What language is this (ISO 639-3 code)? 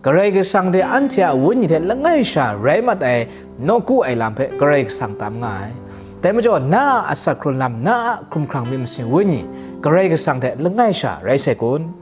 kac